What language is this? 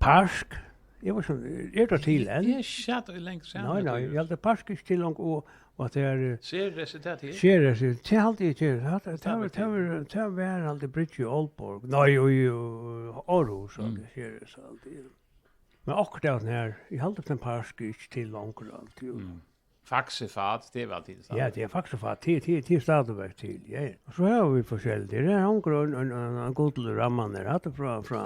Faroese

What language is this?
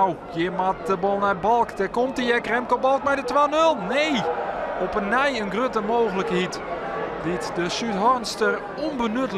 Western Frisian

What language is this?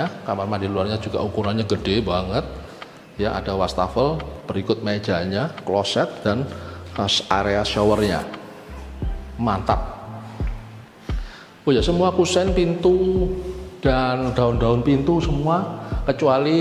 Indonesian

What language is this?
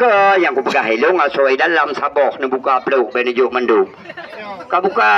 Achinese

